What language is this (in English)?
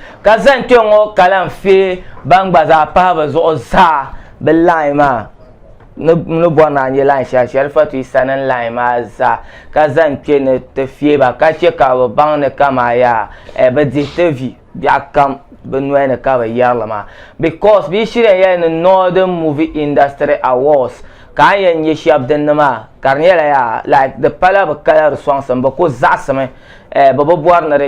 Dagbani